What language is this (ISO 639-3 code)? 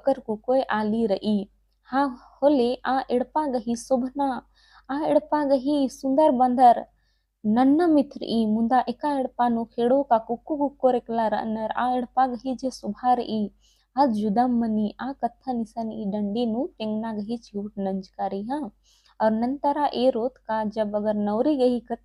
kru